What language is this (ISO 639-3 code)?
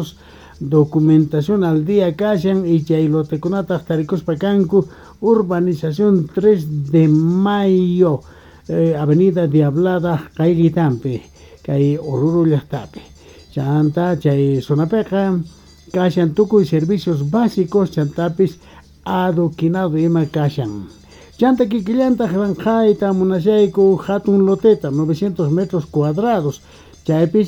que